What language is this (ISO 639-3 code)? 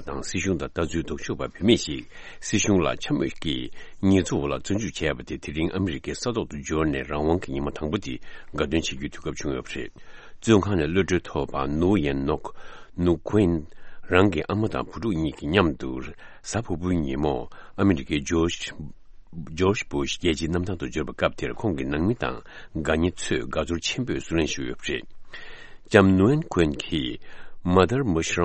bod